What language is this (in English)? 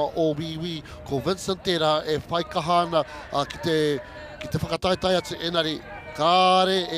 Māori